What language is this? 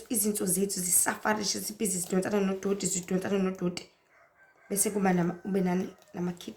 Zulu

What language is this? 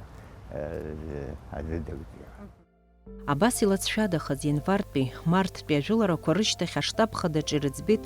Abkhazian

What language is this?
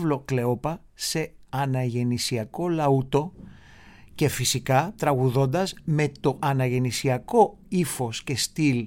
Greek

